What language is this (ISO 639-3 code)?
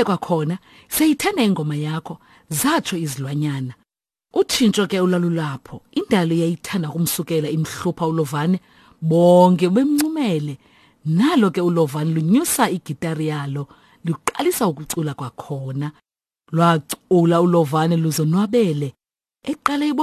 xho